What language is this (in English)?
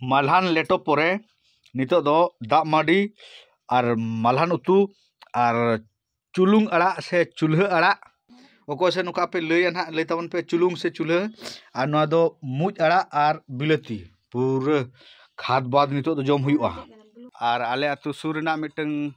Santali